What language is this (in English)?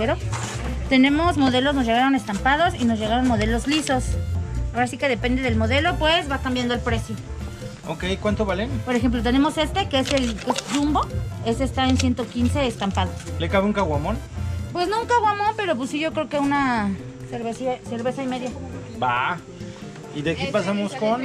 Spanish